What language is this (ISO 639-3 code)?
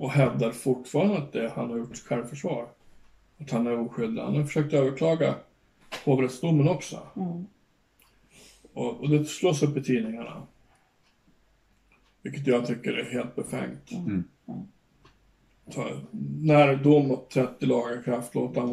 swe